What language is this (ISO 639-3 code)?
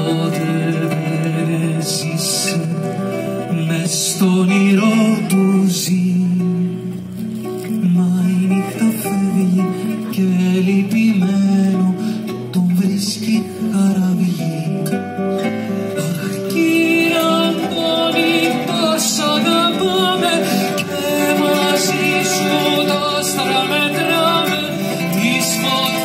ell